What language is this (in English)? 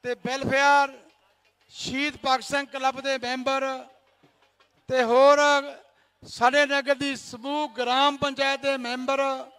Punjabi